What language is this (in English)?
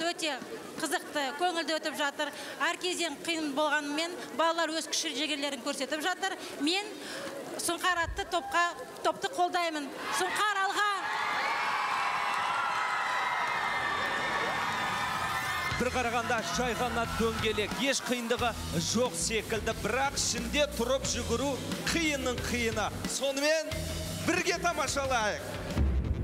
Kazakh